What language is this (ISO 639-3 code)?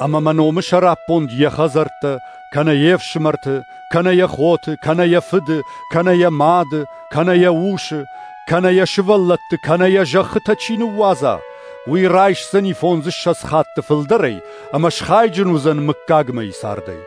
oss